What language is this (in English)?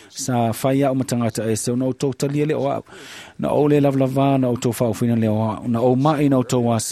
Samoan